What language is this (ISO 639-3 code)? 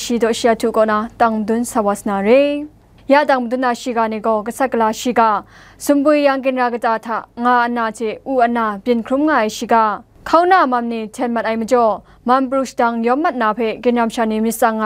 kac